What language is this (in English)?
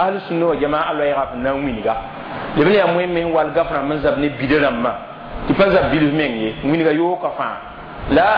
Mossi